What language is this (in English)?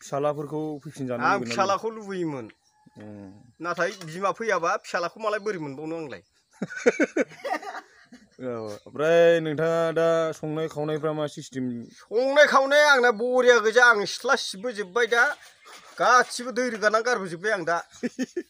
Bodo